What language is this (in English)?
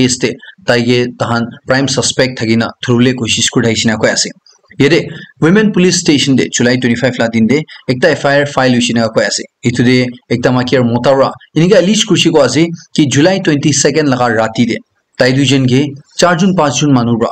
Naga Pidgin